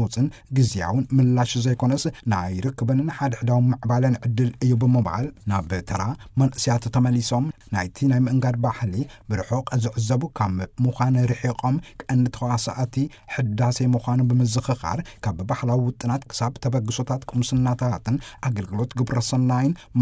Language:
Tigrinya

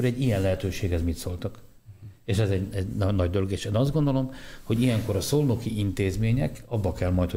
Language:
Hungarian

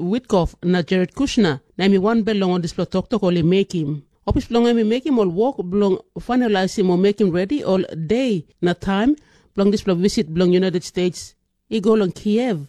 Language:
Tok Pisin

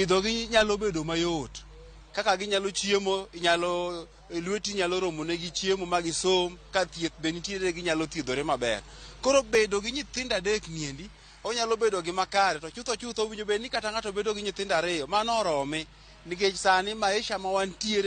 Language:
Luo (Kenya and Tanzania)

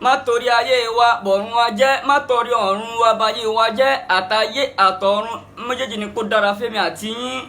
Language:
Yoruba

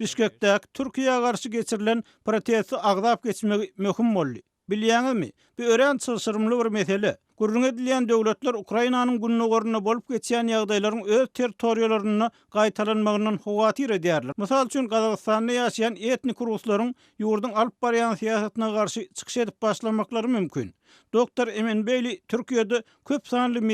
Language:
Turkmen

